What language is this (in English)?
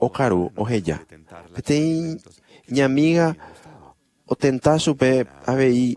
Guarani